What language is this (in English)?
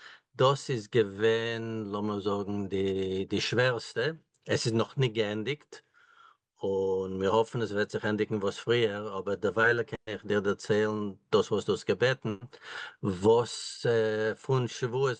Yiddish